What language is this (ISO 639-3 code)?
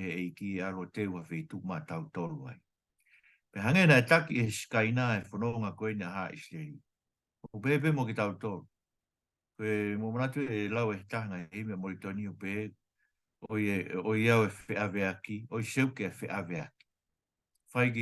ton